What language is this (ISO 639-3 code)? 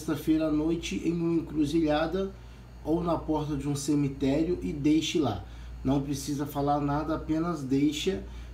por